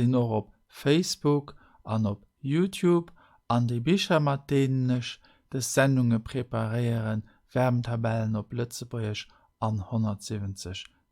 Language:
Luxembourgish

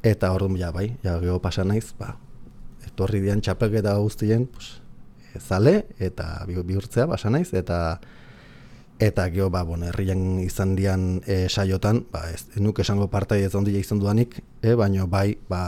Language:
Basque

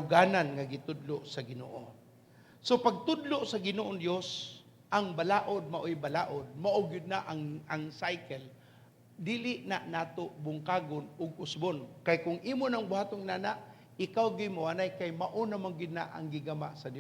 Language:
Cebuano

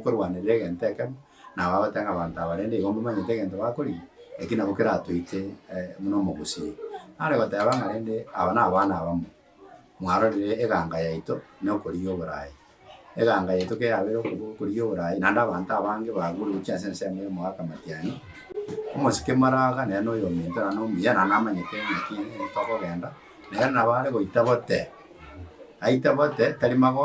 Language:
Gusii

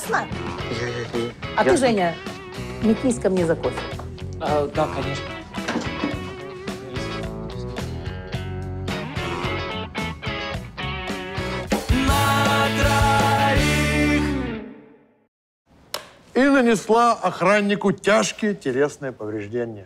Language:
Russian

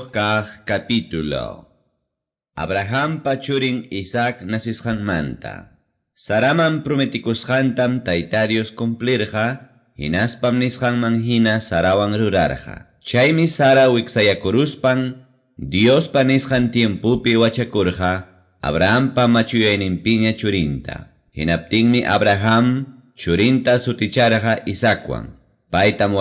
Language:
Ayacucho Quechua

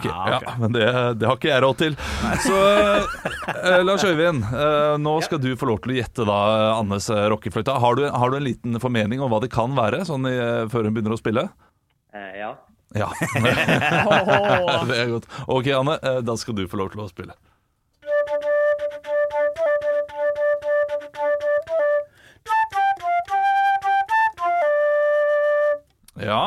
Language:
Norwegian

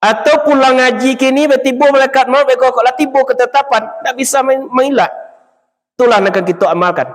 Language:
Minangkabau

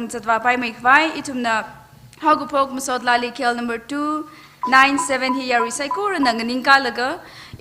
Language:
Tangkhul Naga (India)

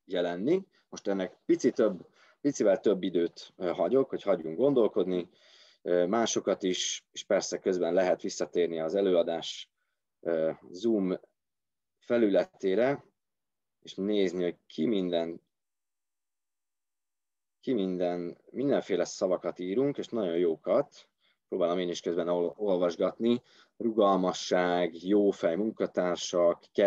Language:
Hungarian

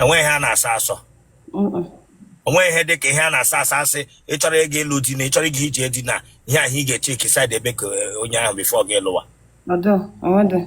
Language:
Igbo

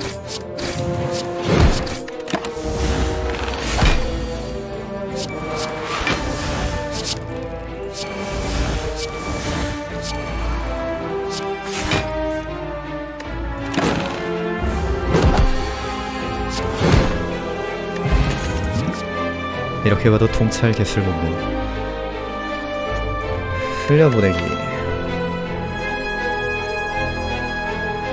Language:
Korean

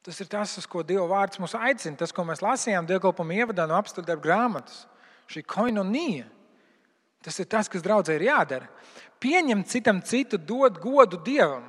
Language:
Latvian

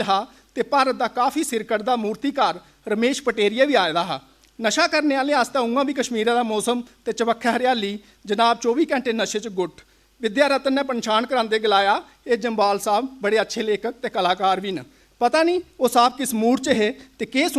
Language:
Dogri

